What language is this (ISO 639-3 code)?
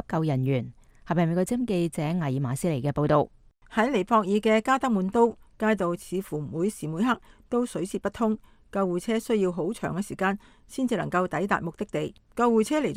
yue